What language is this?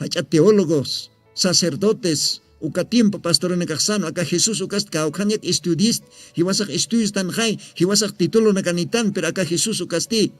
Aymara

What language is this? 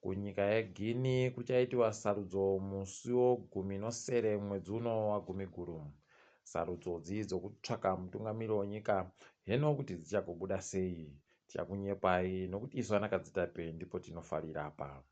Ndau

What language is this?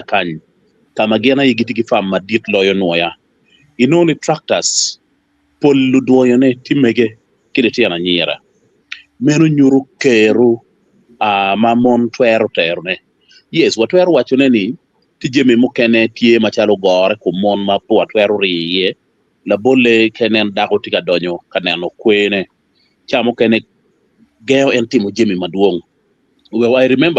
Acoli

